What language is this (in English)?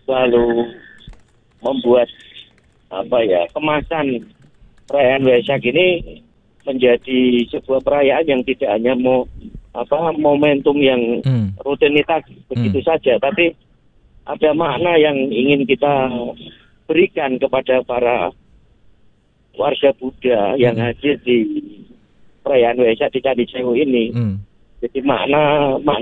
Indonesian